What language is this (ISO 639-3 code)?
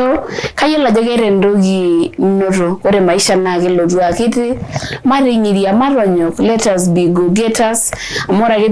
mas